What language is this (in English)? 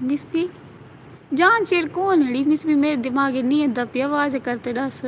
Saraiki